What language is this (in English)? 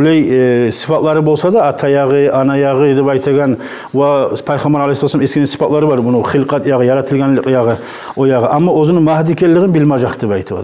Kumyk